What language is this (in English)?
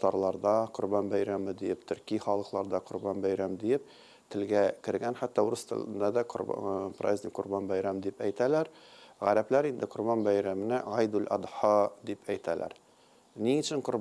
Tatar